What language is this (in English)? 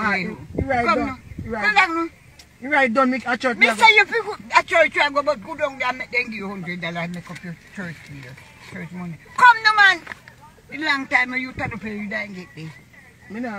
Jamaican Creole English